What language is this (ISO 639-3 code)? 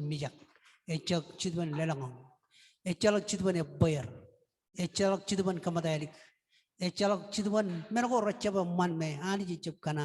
mah